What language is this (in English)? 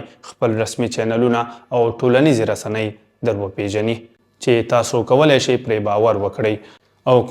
Pashto